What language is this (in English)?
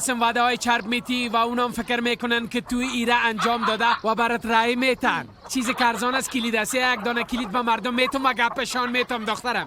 Persian